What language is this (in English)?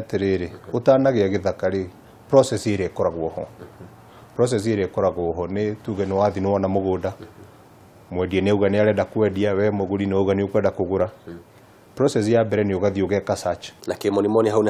Kikuyu